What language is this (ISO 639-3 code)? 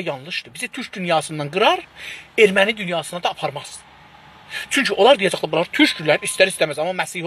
azb